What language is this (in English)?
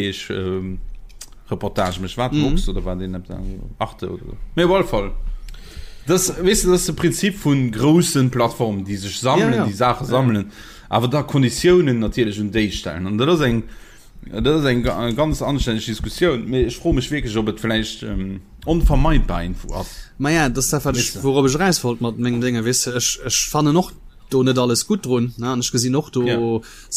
Luxembourgish